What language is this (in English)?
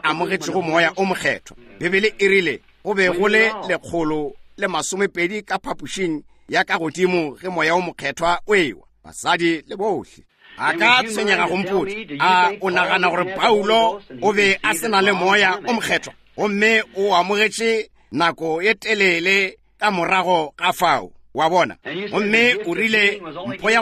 Northern Sotho